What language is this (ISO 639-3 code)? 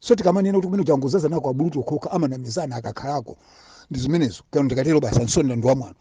nya